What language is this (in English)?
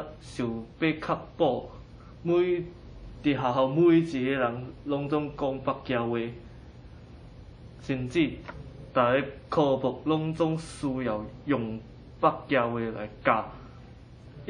Min Nan Chinese